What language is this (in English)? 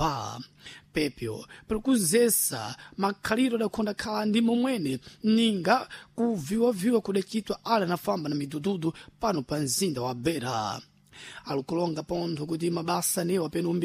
Sena